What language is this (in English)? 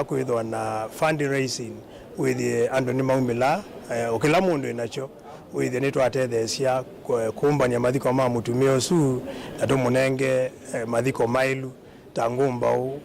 Kamba